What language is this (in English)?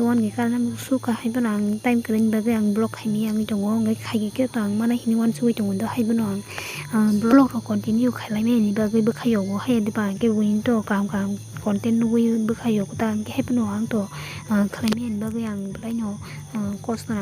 Kok Borok